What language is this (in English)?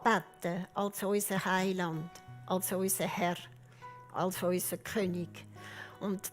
Swiss German